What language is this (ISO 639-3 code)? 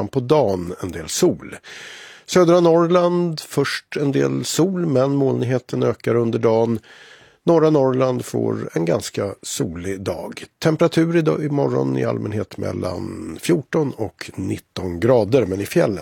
swe